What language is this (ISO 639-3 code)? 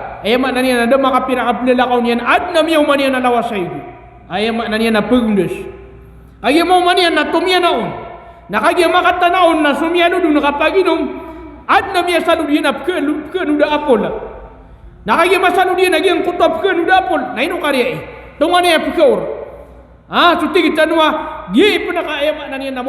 mrw